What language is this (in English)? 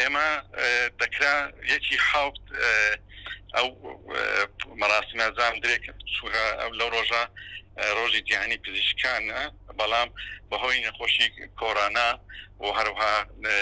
Central Kurdish